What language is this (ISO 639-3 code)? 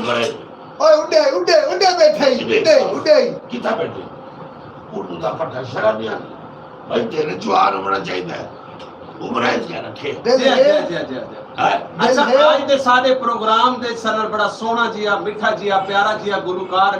skr